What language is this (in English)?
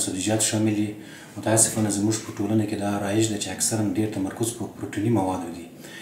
Pashto